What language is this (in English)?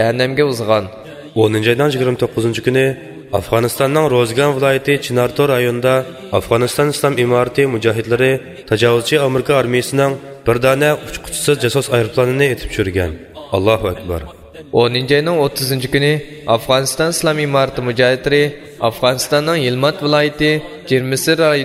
Uyghur